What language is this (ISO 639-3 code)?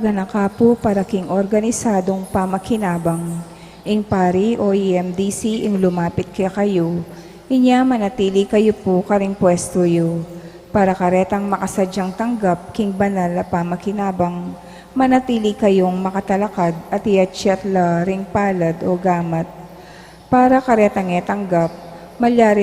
pam